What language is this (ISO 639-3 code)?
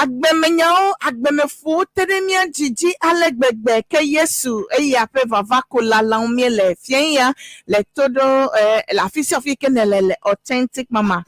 ewe